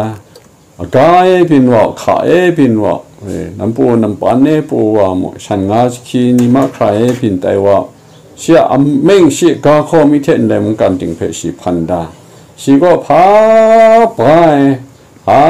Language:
Kachin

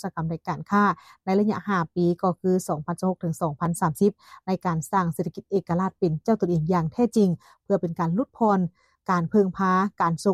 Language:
Lao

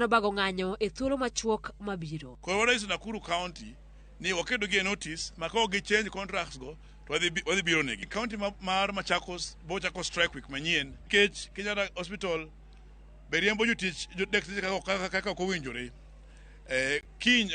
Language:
Luo (Kenya and Tanzania)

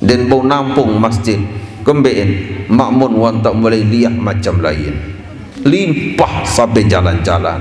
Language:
Sasak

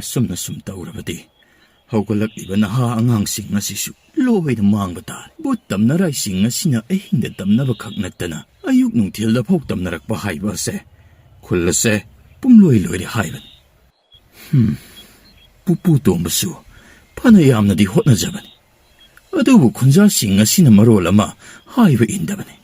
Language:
Manipuri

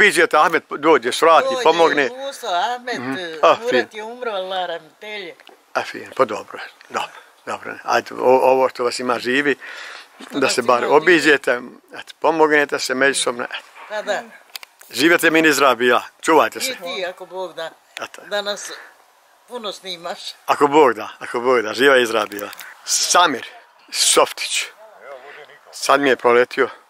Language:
Bosnian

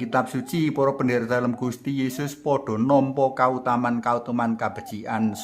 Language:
Javanese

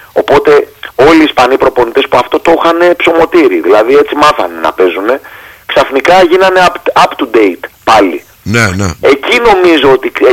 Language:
Greek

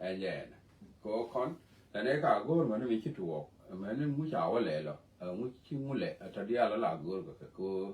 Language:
Nuer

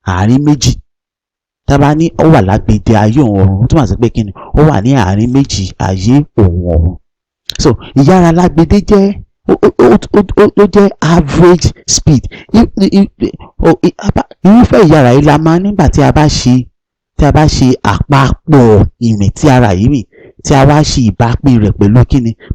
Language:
Yoruba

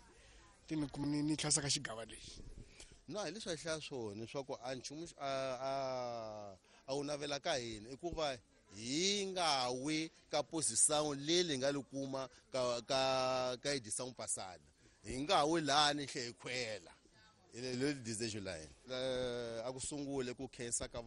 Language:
Tsonga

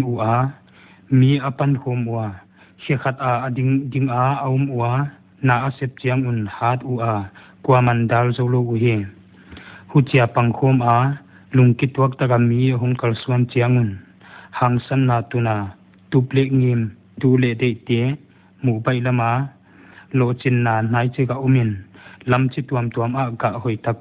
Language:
Paite Chin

